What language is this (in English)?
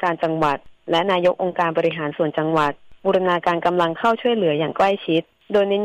Thai